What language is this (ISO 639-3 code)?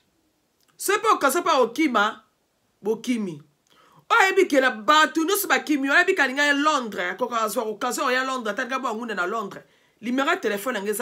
lin